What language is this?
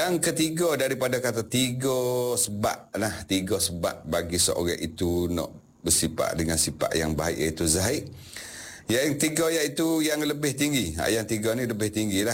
Malay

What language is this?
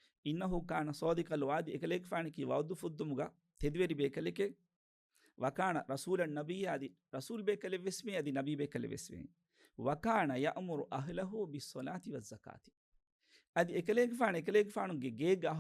Divehi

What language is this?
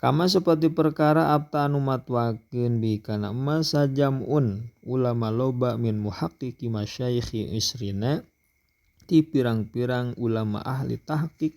Sundanese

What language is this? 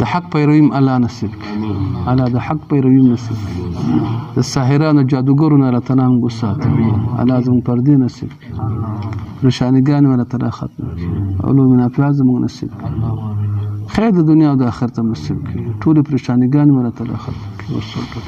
Pashto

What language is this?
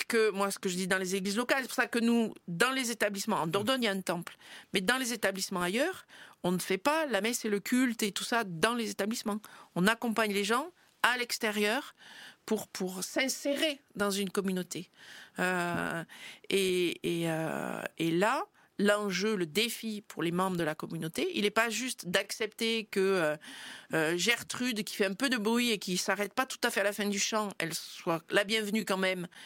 French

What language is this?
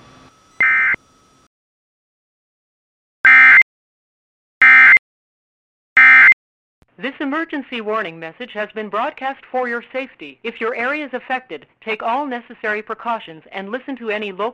English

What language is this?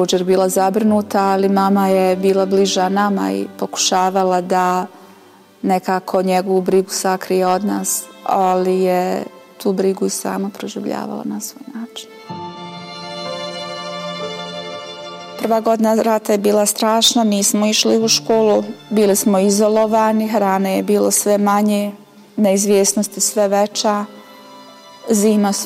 Bosnian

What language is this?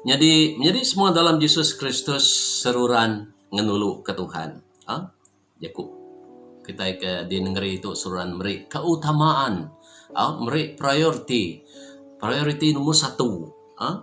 Iban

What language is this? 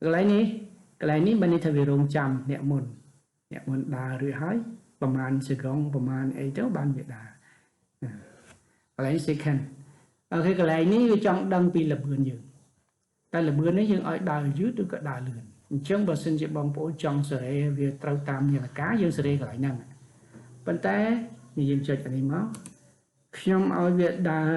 Khmer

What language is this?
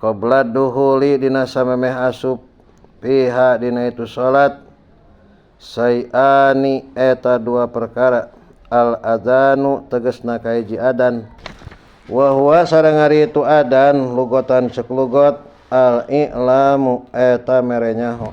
Sundanese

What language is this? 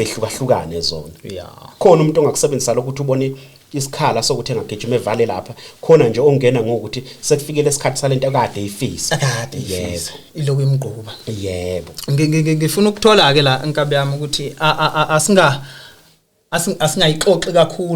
Zulu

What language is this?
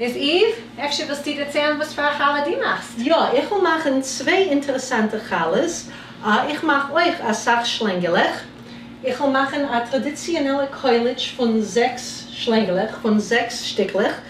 Yiddish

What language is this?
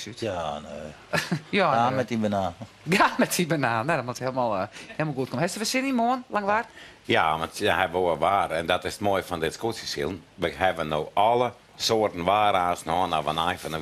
Western Frisian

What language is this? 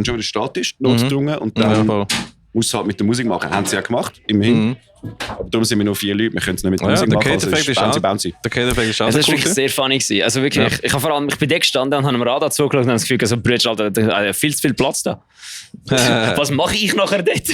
Swiss German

